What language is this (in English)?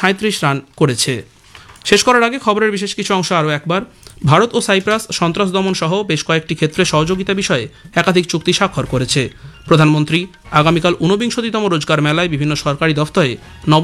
Bangla